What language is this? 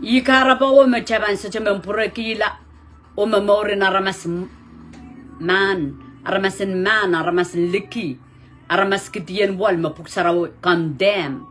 Pohnpeian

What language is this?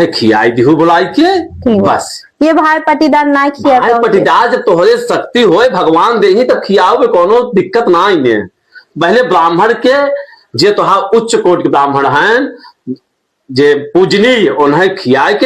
Awadhi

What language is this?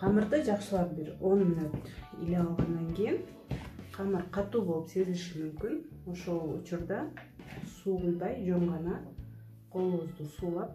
Kyrgyz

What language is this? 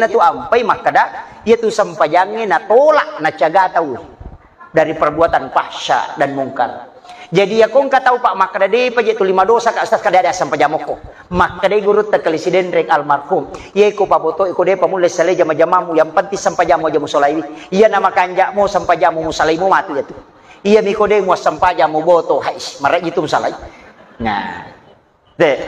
Buginese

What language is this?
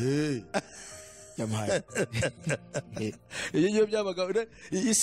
Kinyarwanda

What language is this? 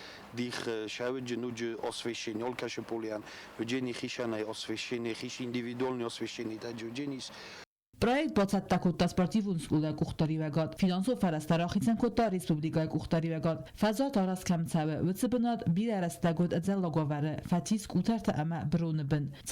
Ossetic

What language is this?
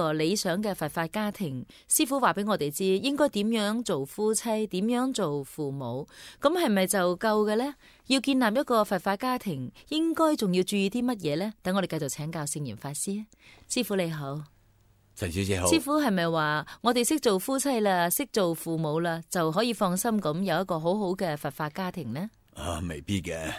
Cantonese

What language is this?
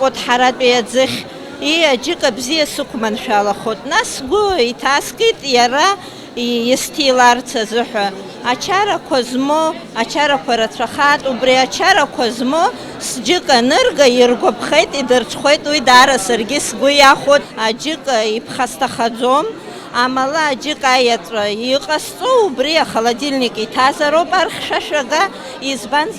Abkhazian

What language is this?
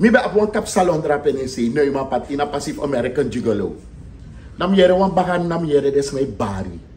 Sranan Tongo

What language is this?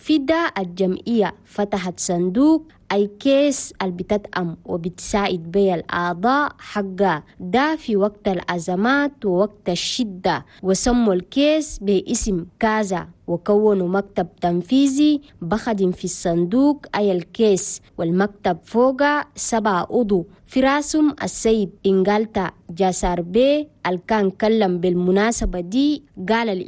Chadian Arabic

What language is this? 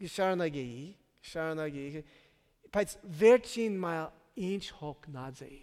Armenian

